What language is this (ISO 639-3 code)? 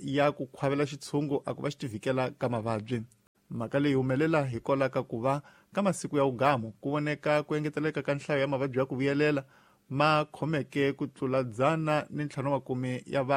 tso